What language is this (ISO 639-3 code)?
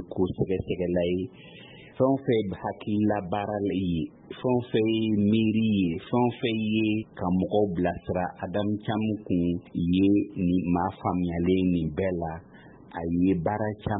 bam